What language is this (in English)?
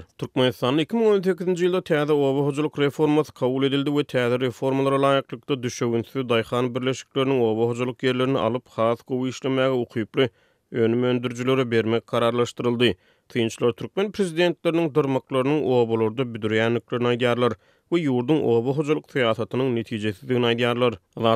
Turkmen